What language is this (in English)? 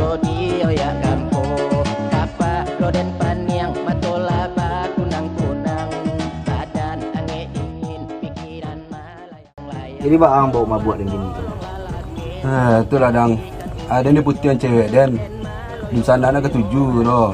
Minangkabau